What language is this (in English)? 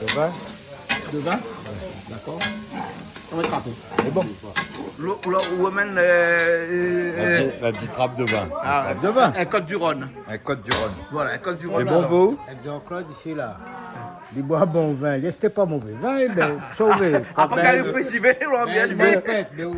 Réunion Creole French